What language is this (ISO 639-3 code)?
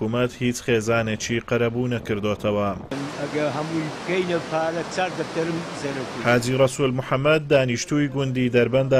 ckb